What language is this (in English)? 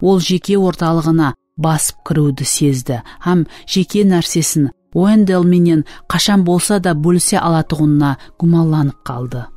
Kara-Kalpak